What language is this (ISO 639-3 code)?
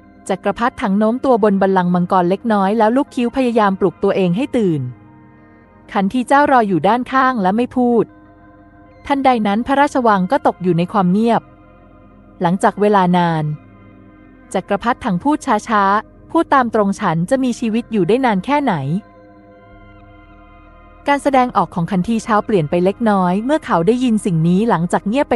tha